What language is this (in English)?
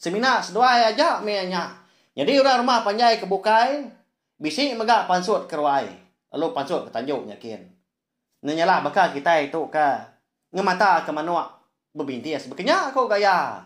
Iban